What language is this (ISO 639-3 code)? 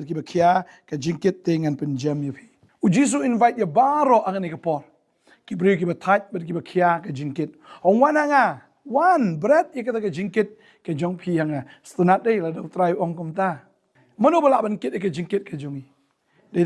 kha